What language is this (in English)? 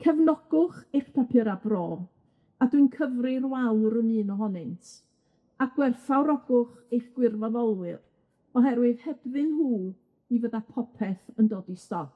Welsh